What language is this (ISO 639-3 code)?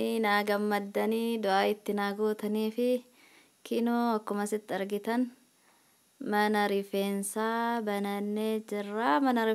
orm